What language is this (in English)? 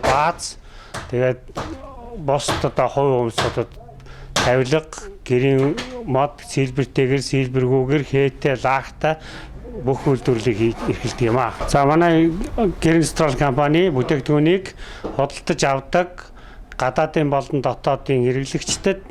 Mongolian